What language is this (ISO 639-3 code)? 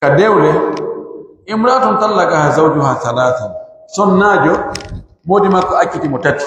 fuf